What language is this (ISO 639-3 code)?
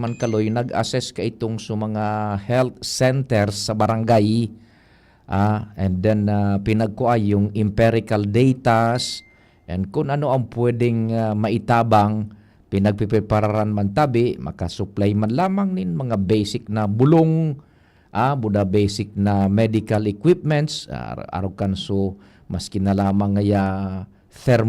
bik